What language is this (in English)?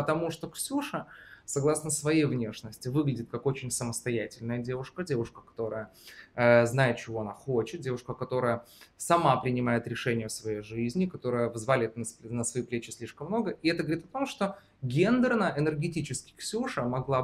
Russian